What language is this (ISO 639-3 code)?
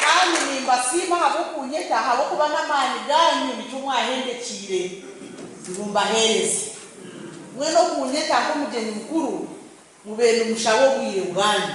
nyn